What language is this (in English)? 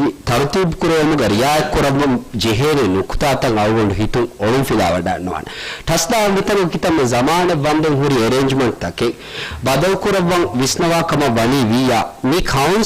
Divehi